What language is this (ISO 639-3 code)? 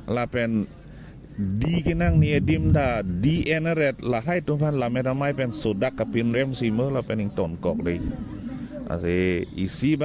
mjw